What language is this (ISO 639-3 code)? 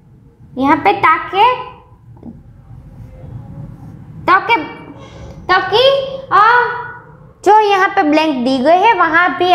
guj